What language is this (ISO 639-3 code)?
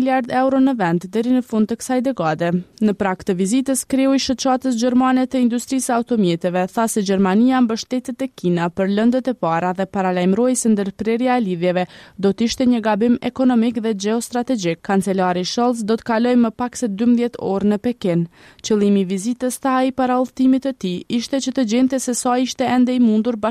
sqi